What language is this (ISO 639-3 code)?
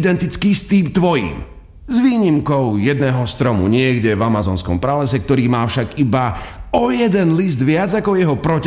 slk